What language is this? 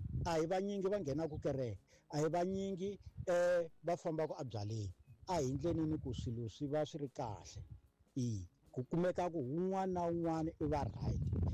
Tsonga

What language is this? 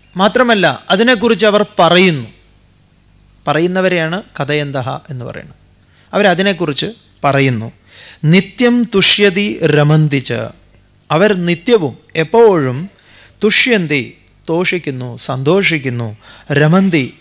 Malayalam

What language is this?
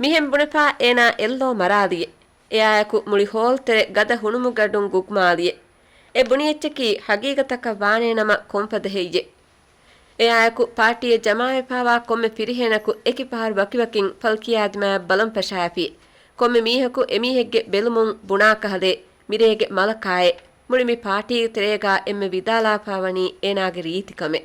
Divehi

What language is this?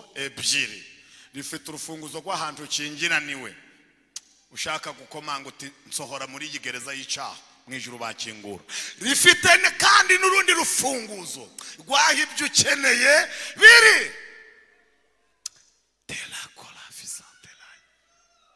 Kinyarwanda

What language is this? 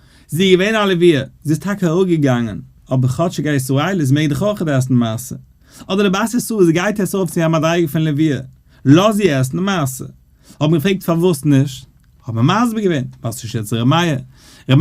Yiddish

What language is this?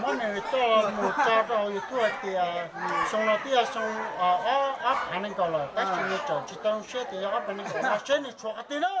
Hmong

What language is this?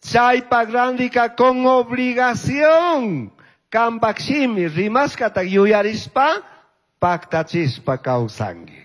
Chimborazo Highland Quichua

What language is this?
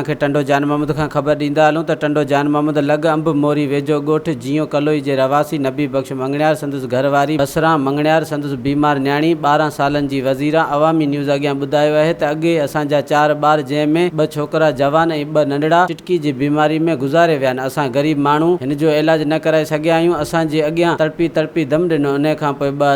Sindhi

